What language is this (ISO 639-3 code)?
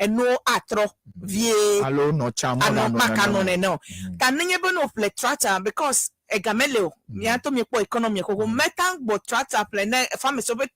ewe